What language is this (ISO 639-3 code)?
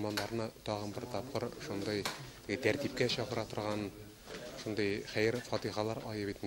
tat